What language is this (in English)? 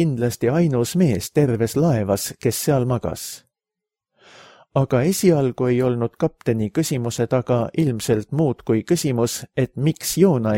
Estonian